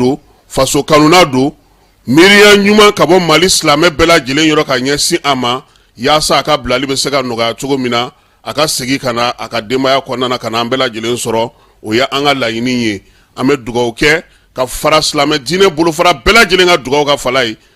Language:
Bambara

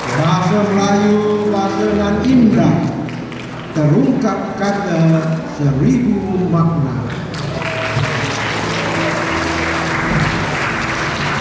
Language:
Malay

